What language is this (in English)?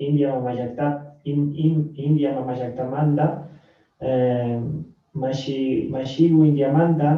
Chimborazo Highland Quichua